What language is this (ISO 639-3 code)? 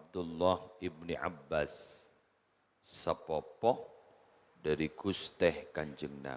mad